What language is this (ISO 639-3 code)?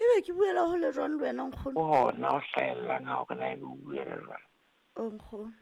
sot